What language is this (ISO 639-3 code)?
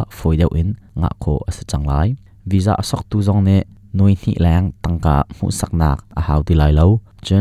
cnh